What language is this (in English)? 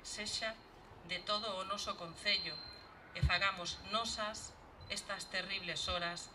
Galician